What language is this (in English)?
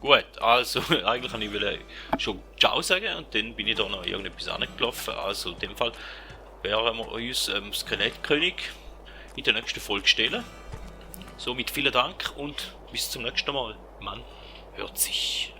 Swiss German